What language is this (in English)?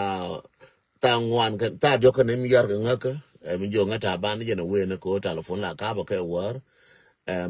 Nuer